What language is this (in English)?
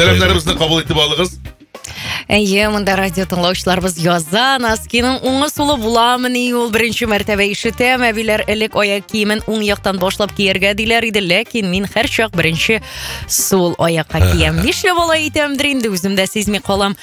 Tatar